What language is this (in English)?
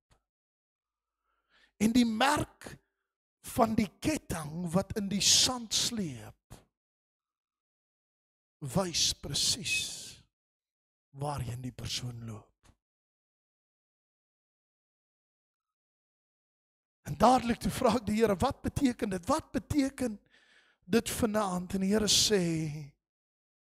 Afrikaans